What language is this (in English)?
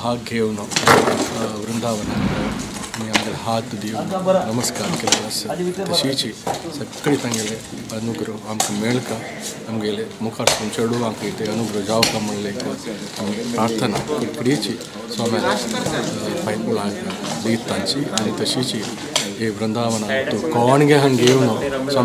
Konkani